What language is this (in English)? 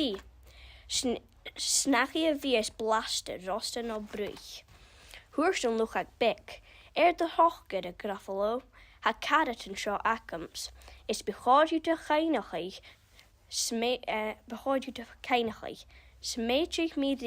Scottish Gaelic